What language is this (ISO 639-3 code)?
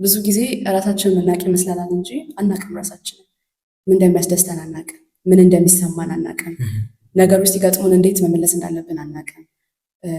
amh